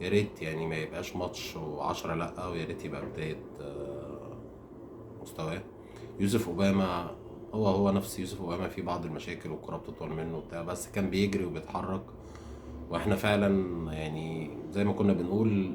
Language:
Egyptian Arabic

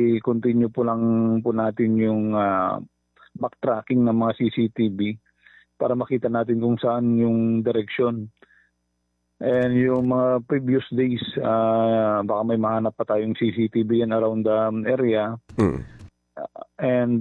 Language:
Filipino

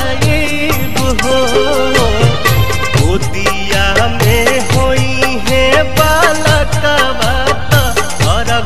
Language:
Bhojpuri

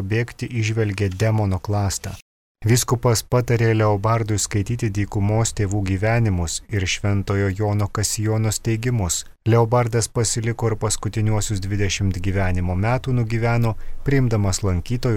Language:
Lithuanian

